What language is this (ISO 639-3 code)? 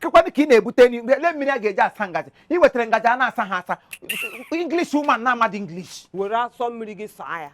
ibo